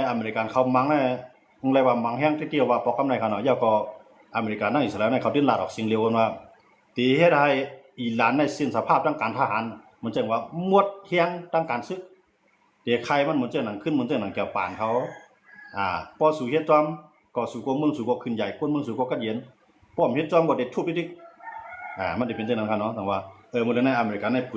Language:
Shan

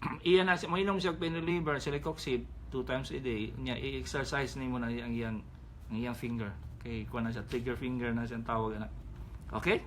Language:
Cebuano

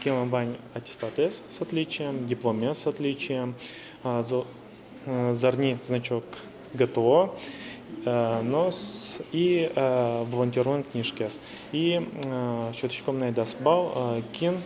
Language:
Udmurt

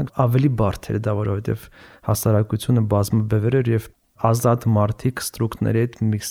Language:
Armenian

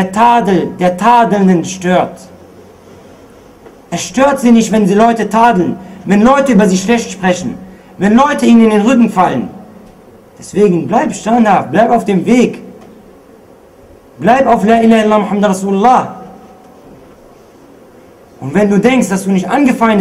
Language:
German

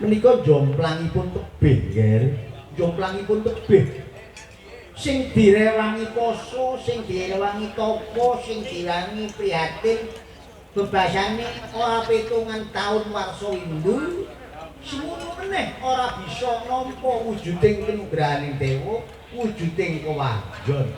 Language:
Javanese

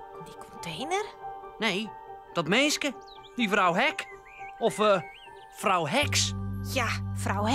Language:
Western Frisian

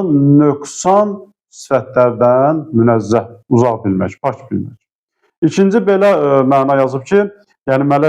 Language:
Azerbaijani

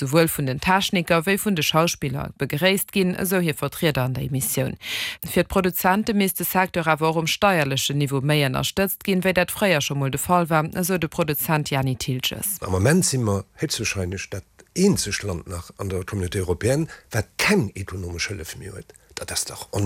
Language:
Luxembourgish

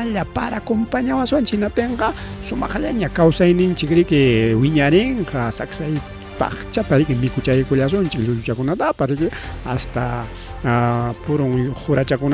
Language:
Ayacucho Quechua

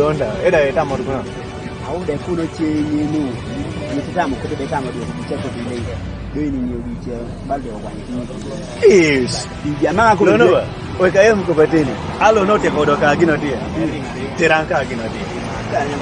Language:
Kumam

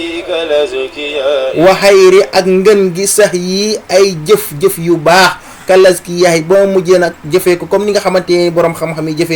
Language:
Wolof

